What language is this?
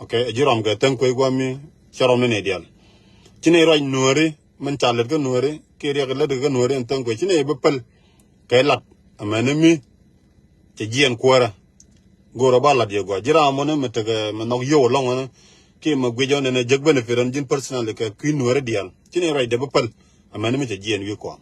Nuer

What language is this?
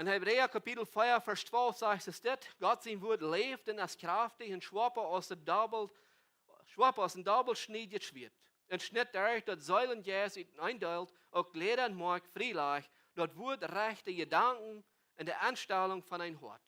Plautdietsch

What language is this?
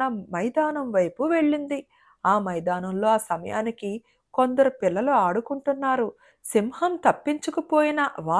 Telugu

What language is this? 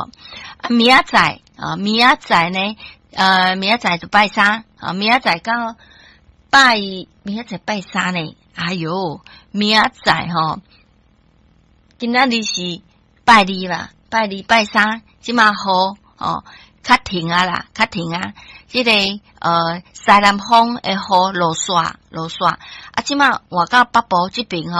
Min Nan Chinese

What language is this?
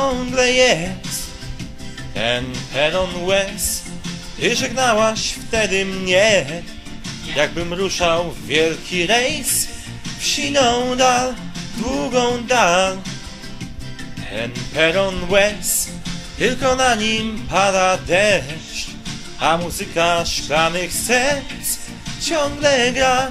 Polish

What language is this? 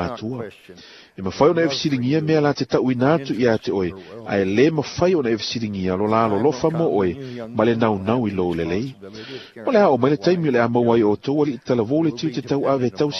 Samoan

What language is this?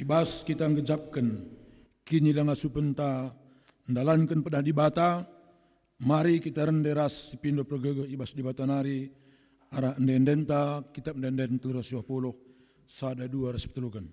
Batak Karo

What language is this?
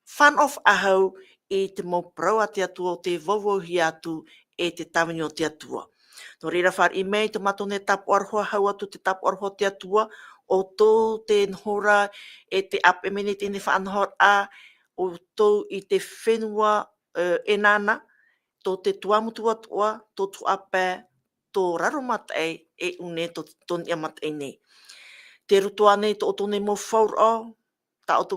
Tahitian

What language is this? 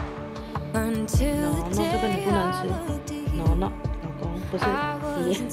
Chinese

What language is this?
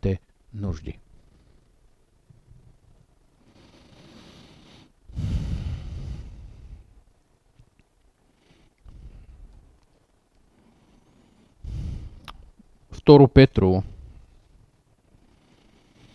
Bulgarian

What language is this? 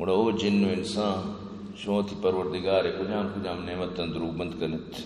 Eastern Balochi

